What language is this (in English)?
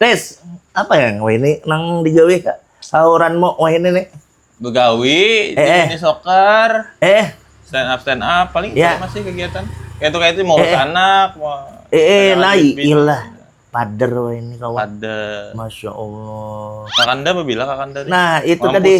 Banjar